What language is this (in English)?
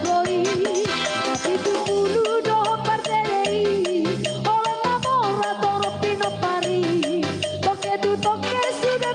Batak Toba